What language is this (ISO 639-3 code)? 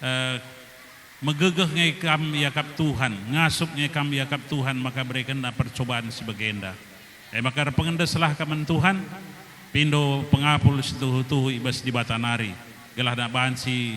btx